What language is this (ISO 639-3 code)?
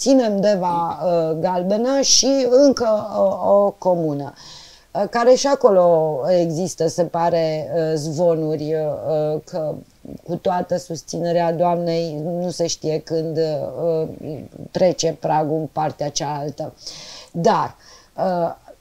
ron